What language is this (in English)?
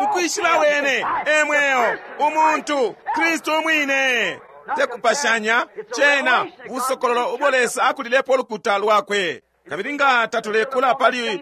Bemba